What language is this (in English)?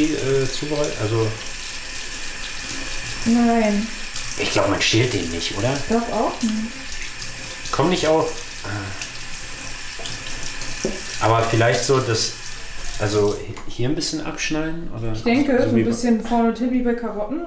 German